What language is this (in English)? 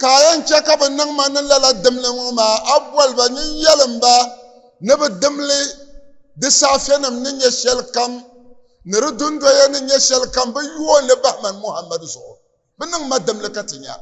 Dagbani